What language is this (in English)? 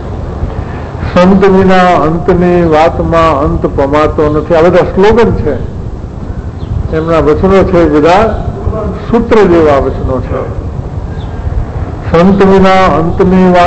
Gujarati